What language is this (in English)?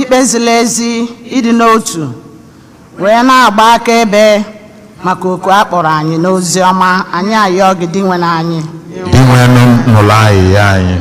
Igbo